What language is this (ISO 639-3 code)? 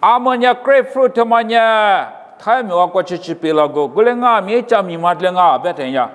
lis